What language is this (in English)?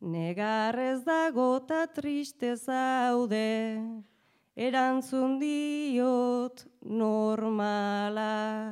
Basque